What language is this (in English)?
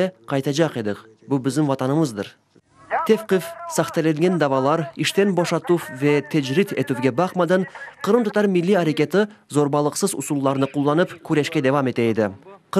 Crimean Tatar